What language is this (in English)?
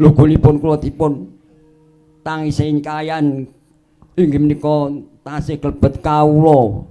Javanese